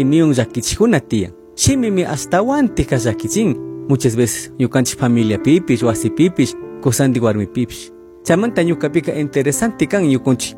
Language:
Chimborazo Highland Quichua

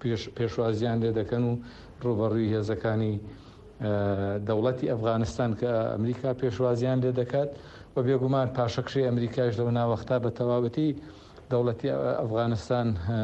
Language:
Central Kurdish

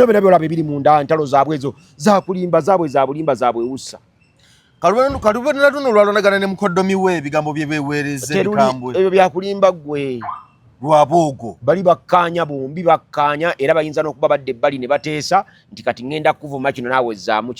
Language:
Ganda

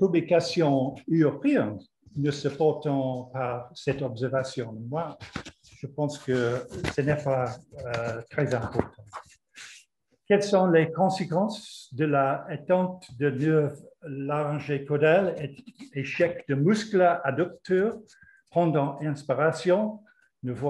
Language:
French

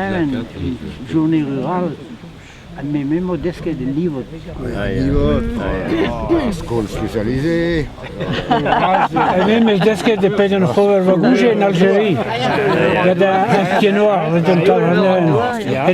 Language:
Breton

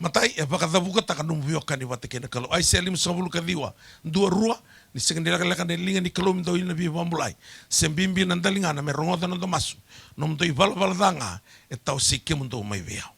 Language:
Fijian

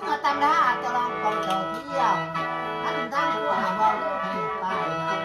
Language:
Northeastern Thai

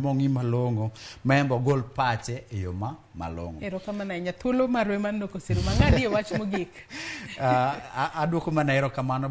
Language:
Luo (Kenya and Tanzania)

